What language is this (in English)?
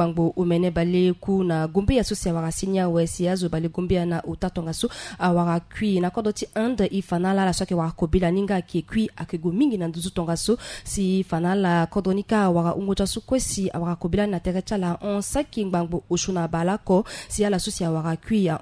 Sango